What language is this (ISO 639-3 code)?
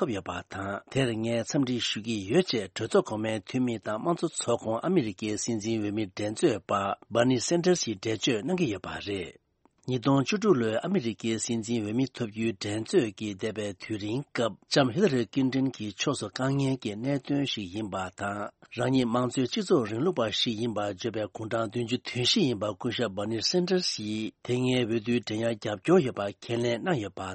bod